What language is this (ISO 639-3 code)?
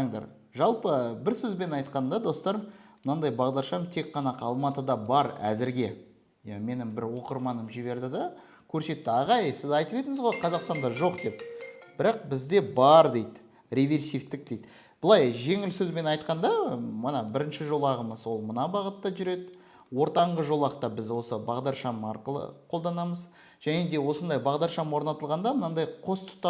kaz